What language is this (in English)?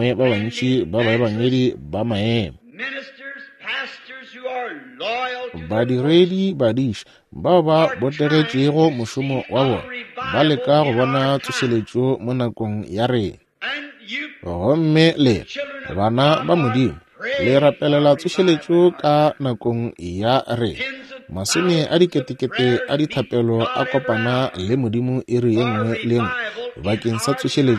Northern Sotho